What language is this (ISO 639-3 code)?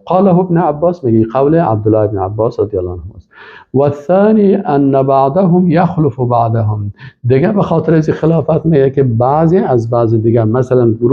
fas